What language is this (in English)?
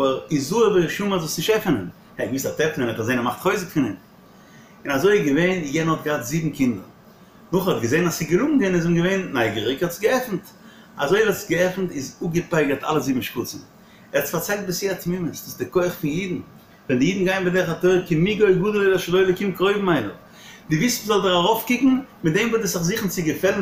Yiddish